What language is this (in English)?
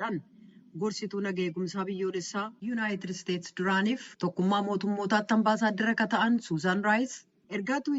Oromo